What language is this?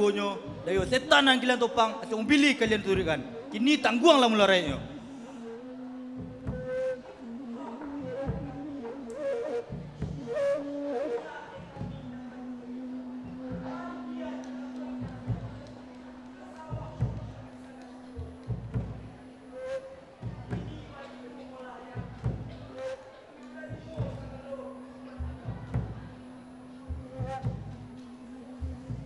Minangkabau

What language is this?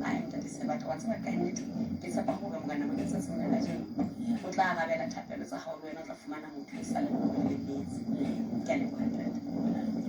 Southern Sotho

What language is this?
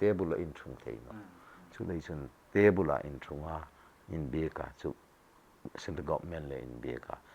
Hmar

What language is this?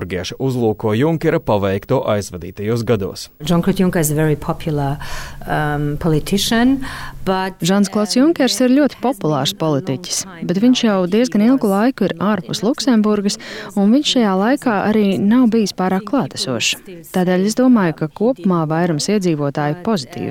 Latvian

